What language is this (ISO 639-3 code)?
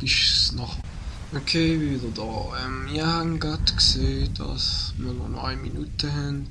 gsw